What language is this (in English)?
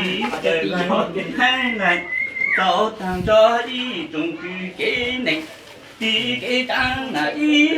Hmong